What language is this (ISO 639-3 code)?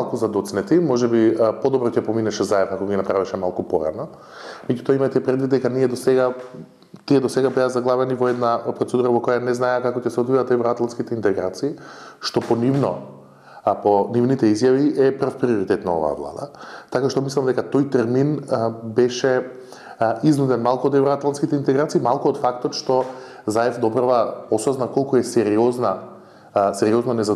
mkd